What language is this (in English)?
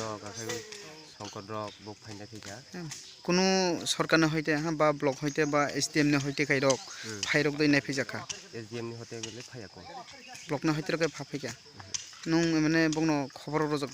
Kok Borok